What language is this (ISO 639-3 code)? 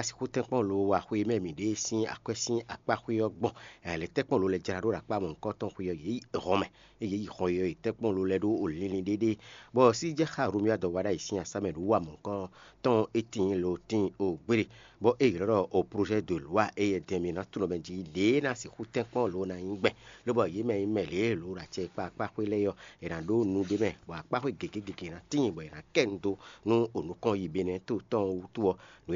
fon